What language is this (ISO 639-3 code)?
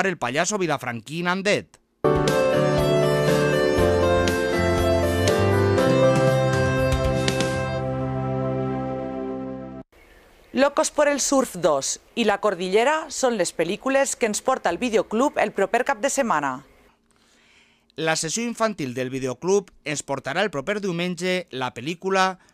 cat